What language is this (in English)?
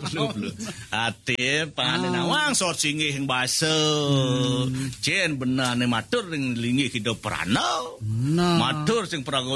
Balinese